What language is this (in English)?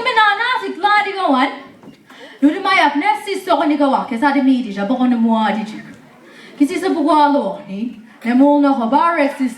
Mi'kmaw